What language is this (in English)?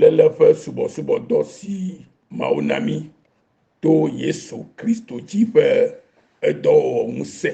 Ewe